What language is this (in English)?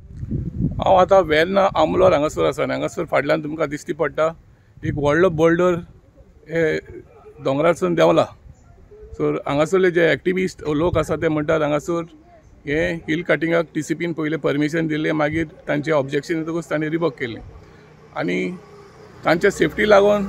Konkani